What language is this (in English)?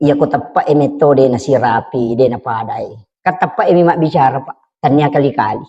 Buginese